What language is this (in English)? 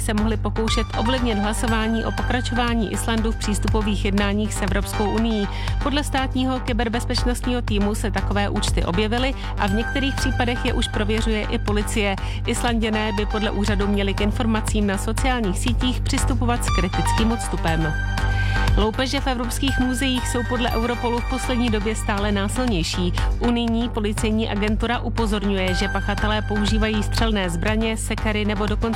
Czech